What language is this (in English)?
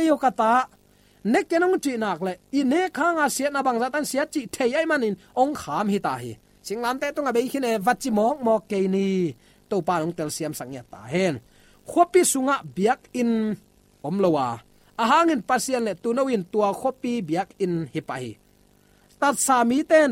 Tedim Chin